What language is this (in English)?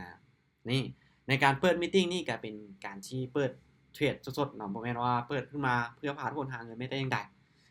Lao